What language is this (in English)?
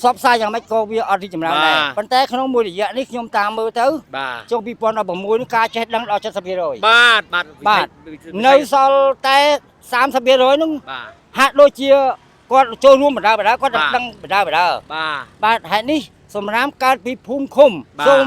Khmer